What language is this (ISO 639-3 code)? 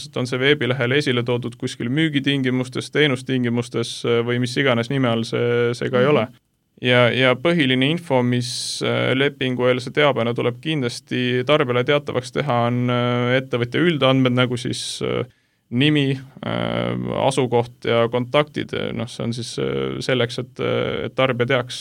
est